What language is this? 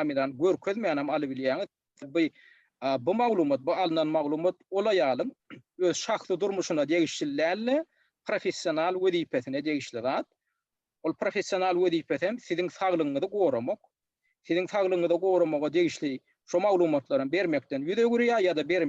Turkmen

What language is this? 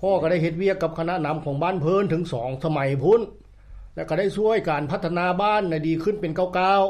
Lao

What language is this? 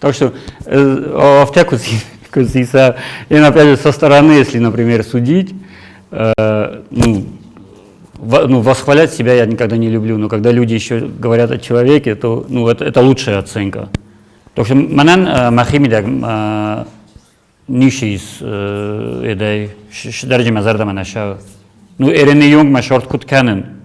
Ossetic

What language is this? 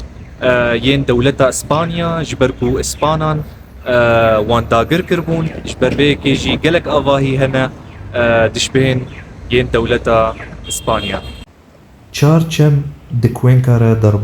Kurdish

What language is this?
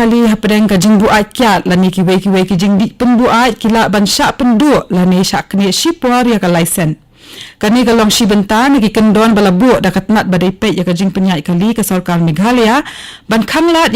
Khasi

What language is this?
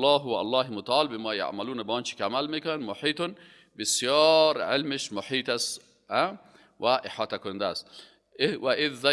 Persian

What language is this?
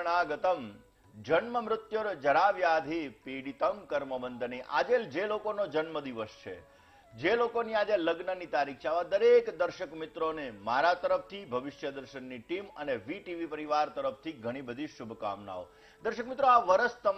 Gujarati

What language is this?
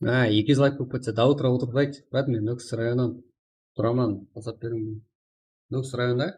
Kara-Kalpak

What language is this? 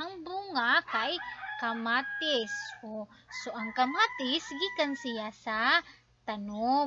Cebuano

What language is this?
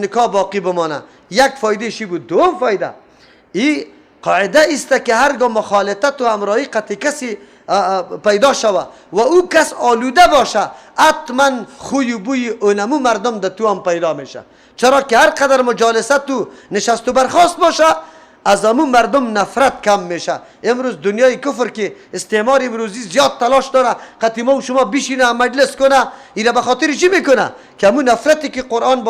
Persian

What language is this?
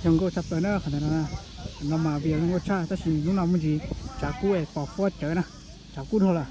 Hmong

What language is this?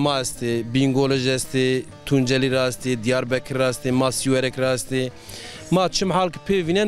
Zaza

